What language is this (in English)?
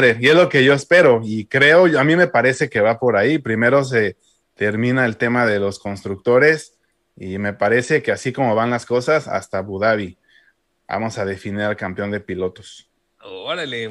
Spanish